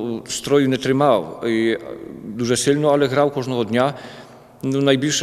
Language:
Ukrainian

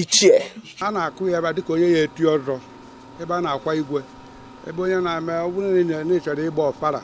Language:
Igbo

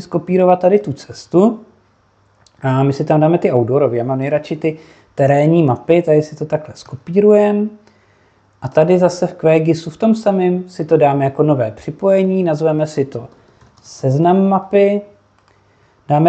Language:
Czech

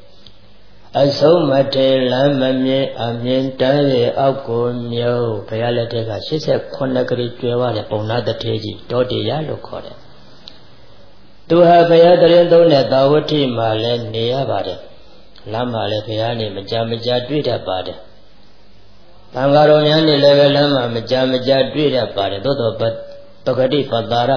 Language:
Burmese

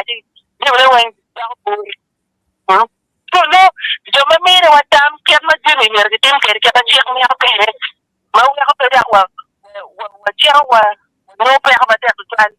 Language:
Acoli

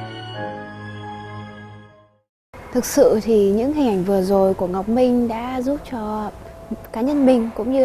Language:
Vietnamese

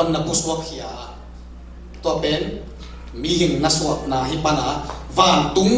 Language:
Tedim Chin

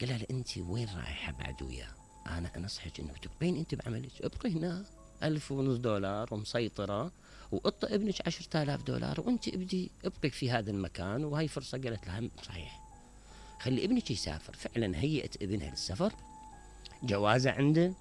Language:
Mesopotamian Arabic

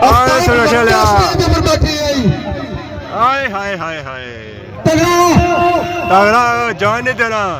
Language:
Pahari-Potwari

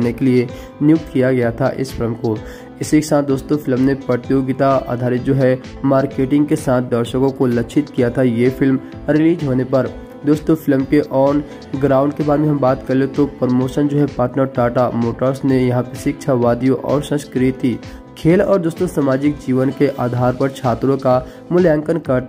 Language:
Hindi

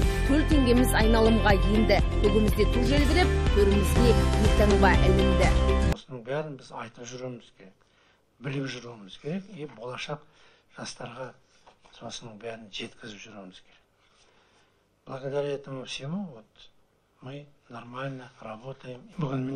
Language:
Kazakh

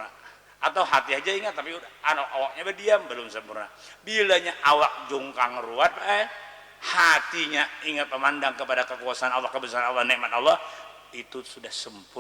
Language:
Banjar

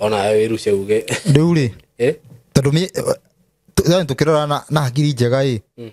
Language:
Kikuyu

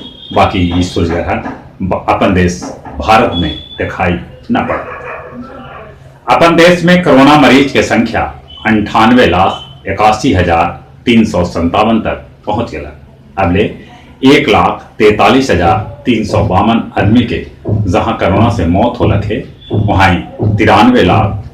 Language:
Magahi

